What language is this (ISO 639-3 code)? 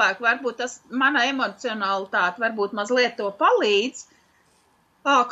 lav